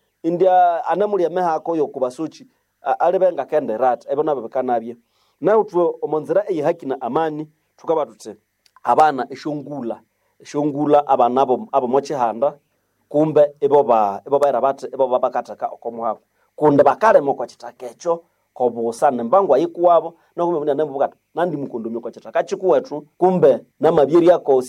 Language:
Nande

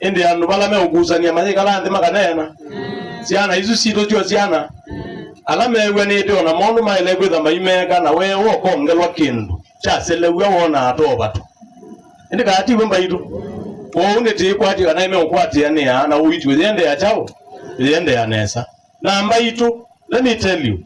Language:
Kamba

